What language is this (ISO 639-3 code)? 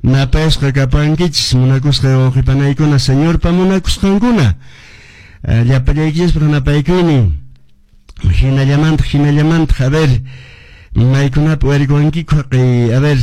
que